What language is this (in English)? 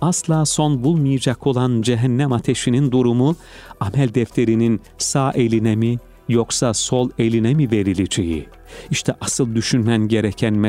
Turkish